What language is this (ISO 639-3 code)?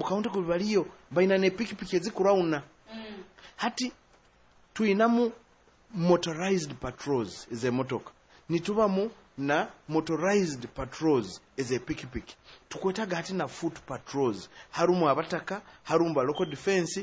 nyo